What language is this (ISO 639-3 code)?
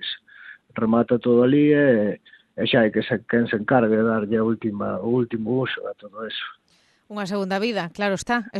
glg